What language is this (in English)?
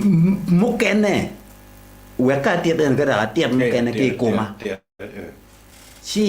Acoli